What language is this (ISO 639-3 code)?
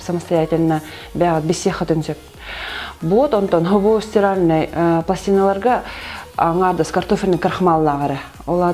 sah